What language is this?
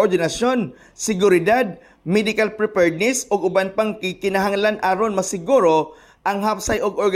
Cebuano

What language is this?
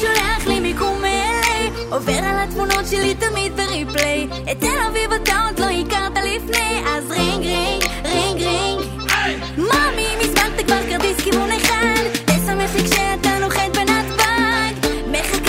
Hebrew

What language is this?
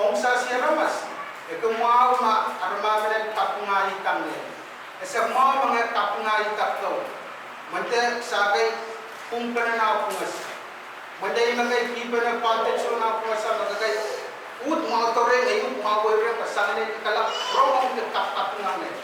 Pohnpeian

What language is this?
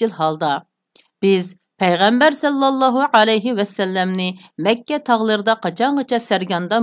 Uyghur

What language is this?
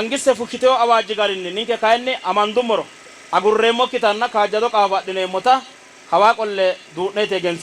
Sidamo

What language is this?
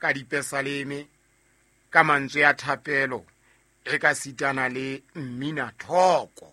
Southern Sotho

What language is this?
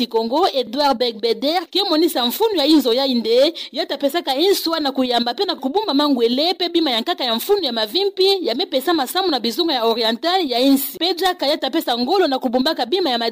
Kituba (Democratic Republic of Congo)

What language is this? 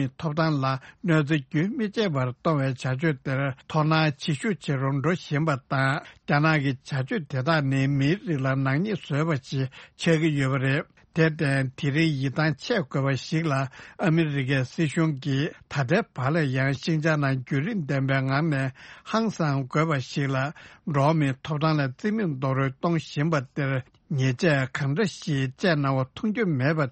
Tibetan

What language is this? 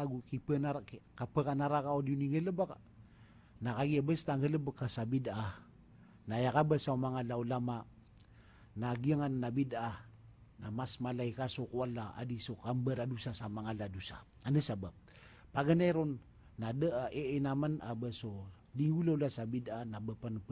Maranao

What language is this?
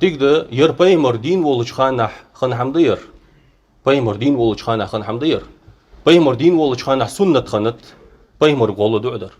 Ingush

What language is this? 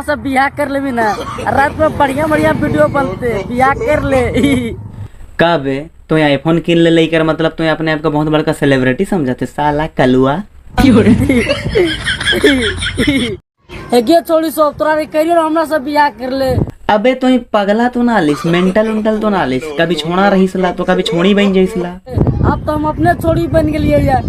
Sadri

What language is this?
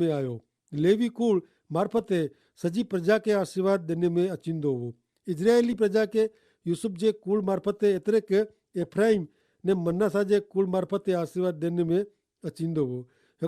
Kachhi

